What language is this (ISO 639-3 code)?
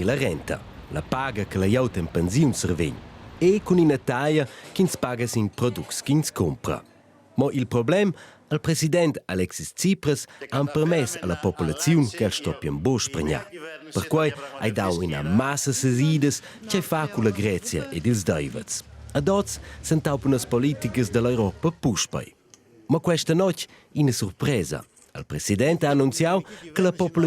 roh